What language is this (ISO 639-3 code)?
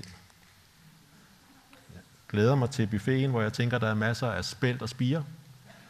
dan